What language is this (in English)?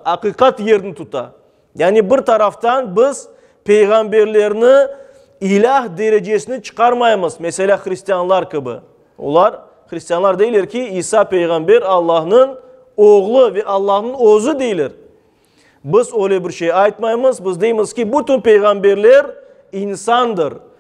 Crimean Tatar